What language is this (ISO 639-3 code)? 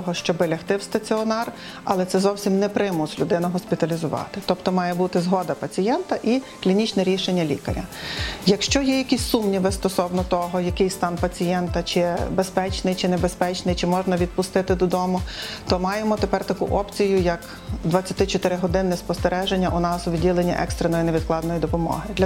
ukr